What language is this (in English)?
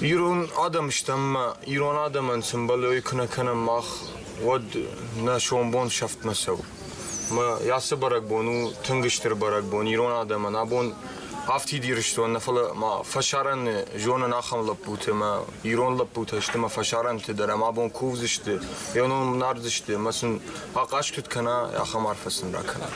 Ossetic